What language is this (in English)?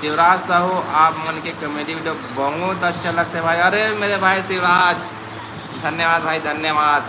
Chhattisgarhi